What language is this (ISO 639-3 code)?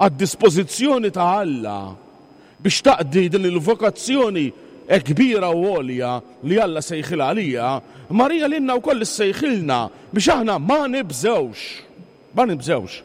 mlt